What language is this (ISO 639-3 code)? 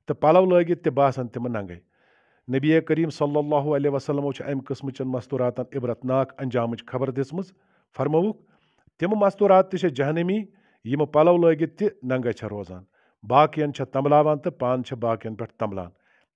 kas